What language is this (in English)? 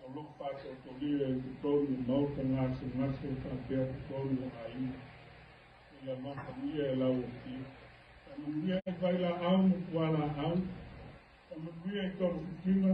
Samoan